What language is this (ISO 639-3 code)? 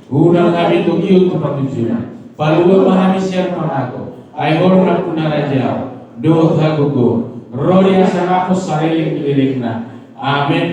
bbc